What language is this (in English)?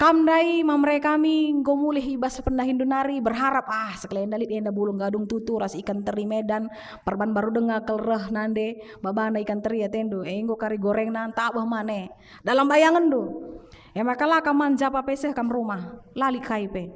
Batak Karo